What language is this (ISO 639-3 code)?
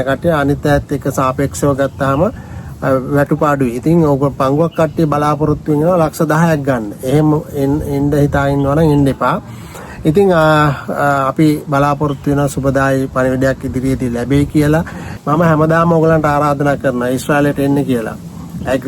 sin